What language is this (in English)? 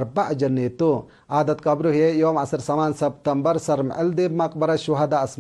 Tigre